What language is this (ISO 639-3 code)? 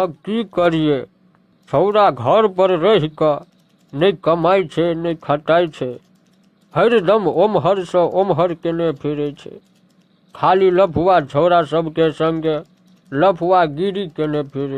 mai